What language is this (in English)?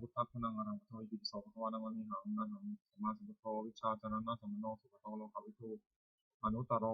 Pali